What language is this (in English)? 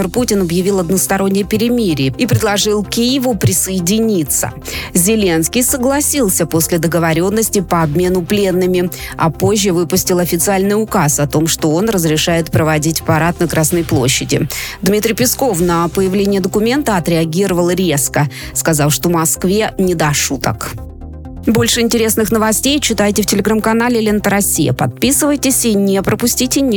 Russian